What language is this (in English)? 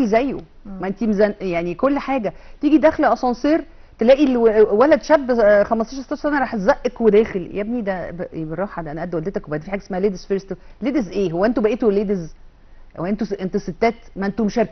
Egyptian Arabic